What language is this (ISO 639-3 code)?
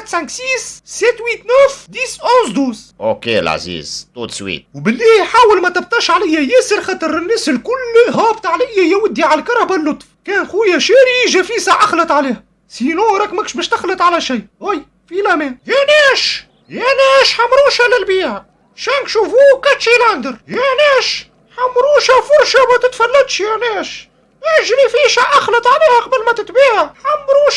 aeb